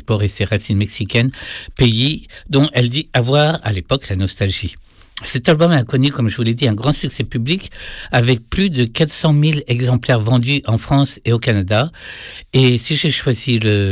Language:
French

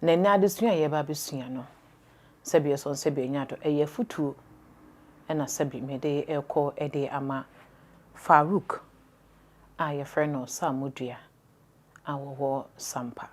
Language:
Akan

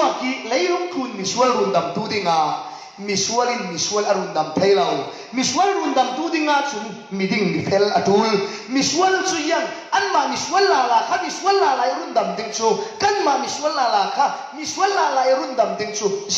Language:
Falam Chin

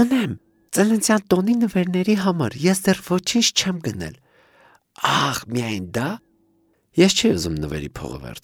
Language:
Armenian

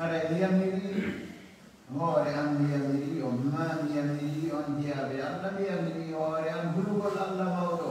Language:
Fula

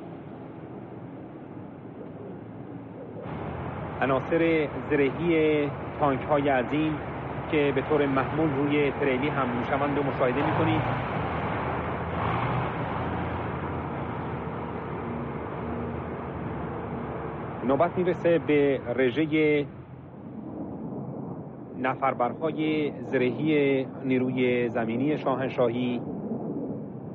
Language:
Persian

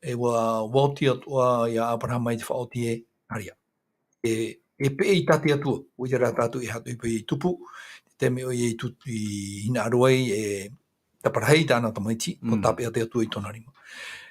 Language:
Tahitian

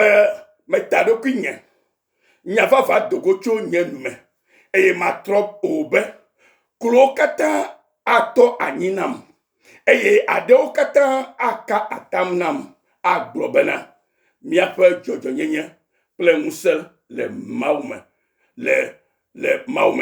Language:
Ewe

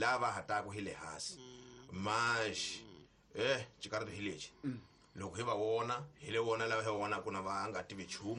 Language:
Tsonga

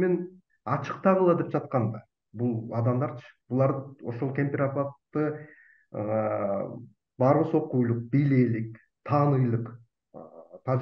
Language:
Kyrgyz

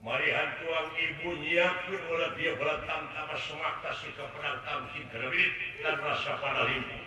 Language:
Sundanese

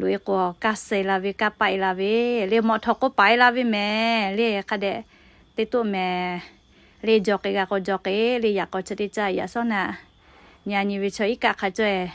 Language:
Lahu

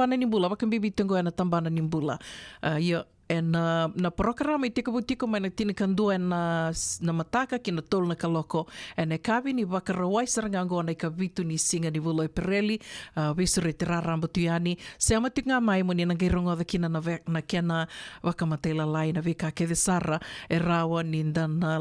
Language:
Fijian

